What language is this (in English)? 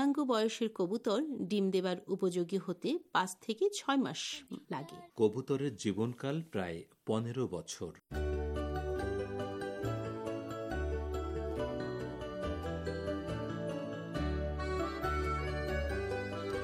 Bangla